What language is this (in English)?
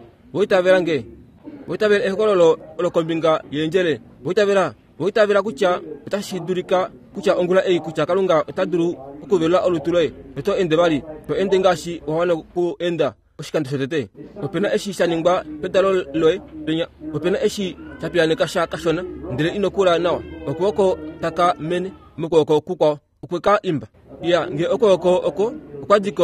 Kuanyama